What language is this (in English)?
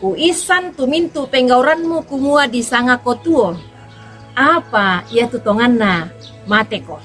Toraja-Sa'dan